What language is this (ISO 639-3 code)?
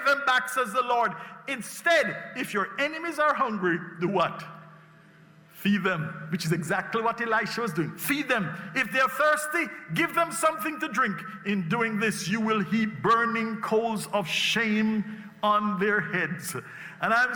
eng